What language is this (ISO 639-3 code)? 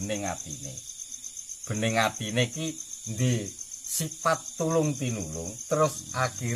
jav